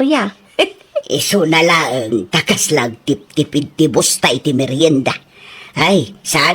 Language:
Iloko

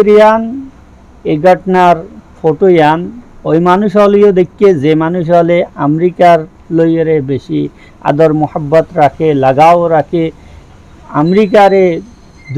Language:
Rohingya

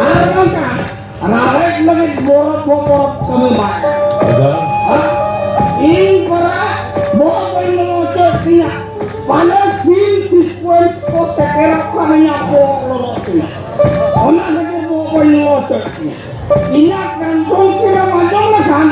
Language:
Santali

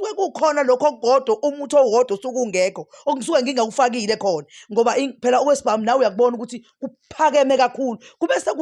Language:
Zulu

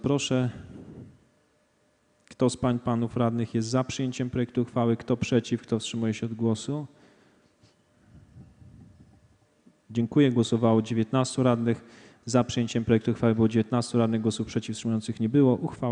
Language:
Polish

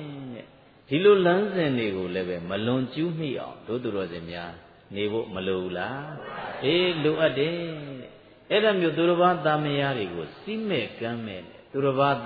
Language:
Burmese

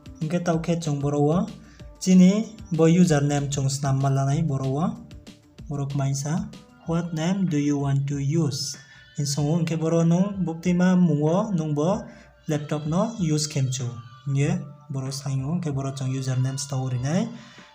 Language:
Riang (India)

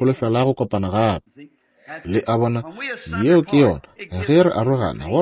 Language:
Northern Sotho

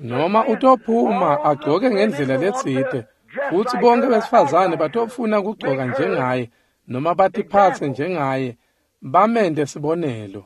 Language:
Swati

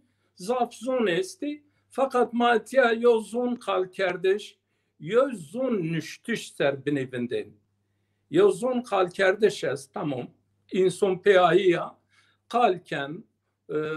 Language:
Zaza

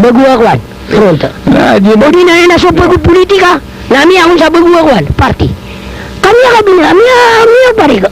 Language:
Maranao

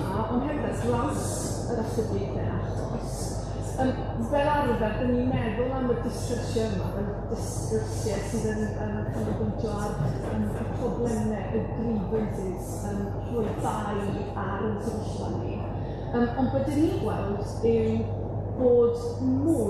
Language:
Welsh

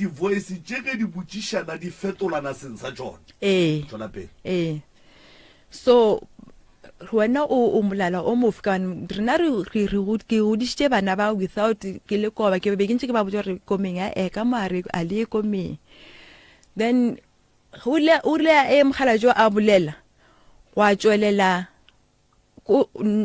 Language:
Northern Sotho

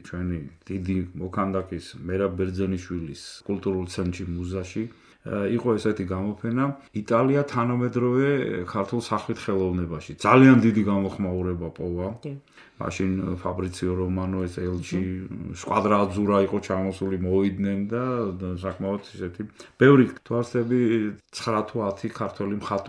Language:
Georgian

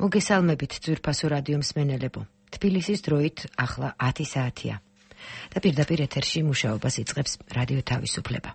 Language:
Georgian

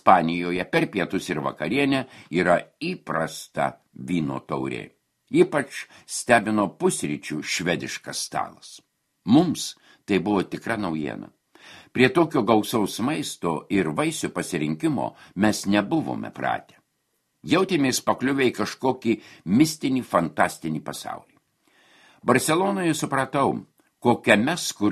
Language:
Lithuanian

